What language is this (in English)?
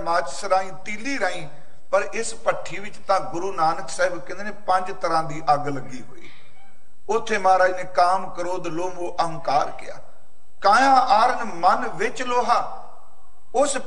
Punjabi